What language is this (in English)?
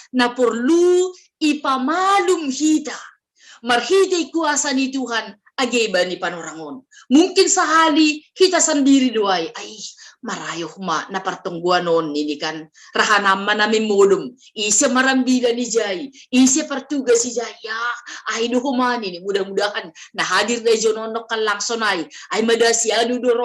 Batak Simalungun